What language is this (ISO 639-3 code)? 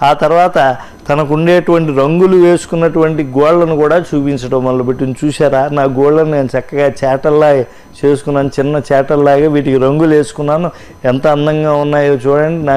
tel